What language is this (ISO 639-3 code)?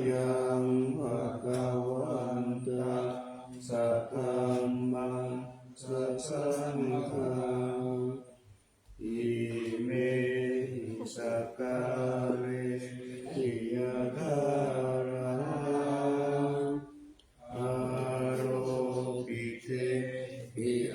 pli